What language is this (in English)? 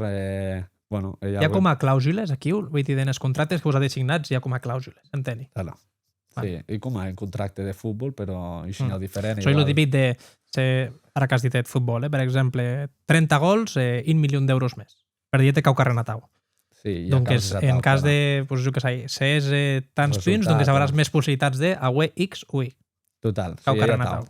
Occitan